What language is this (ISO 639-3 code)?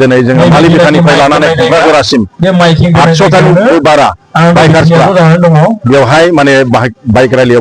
brx